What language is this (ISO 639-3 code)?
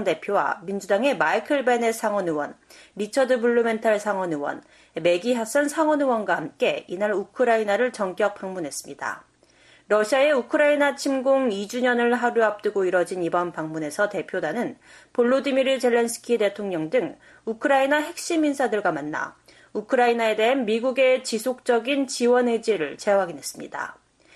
kor